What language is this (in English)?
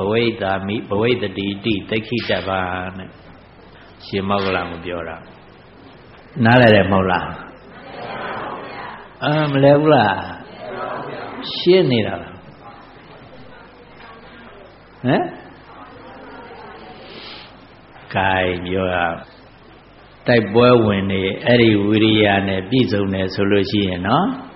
Burmese